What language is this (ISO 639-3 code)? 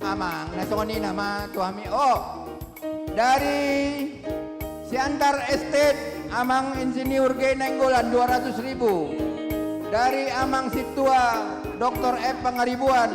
bbc